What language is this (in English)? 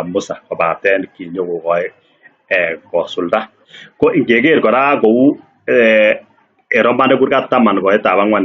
Kalenjin